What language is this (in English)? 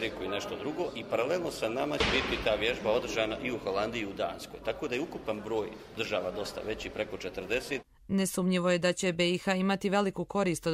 Croatian